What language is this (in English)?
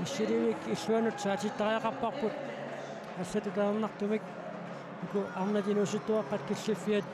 Kalaallisut